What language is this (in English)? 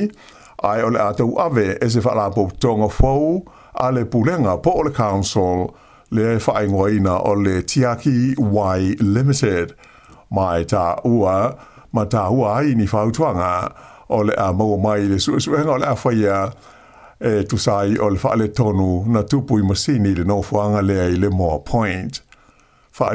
Samoan